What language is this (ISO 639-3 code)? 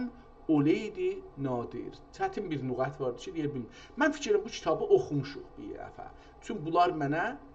azb